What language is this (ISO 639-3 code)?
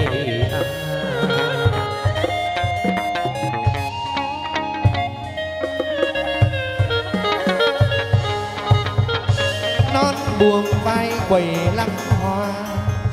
vie